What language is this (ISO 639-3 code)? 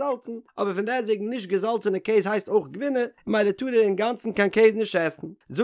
yid